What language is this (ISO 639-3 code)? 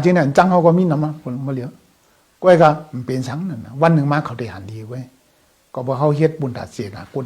shn